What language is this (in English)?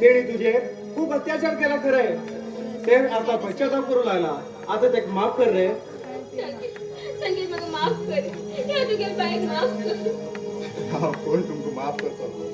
Konkani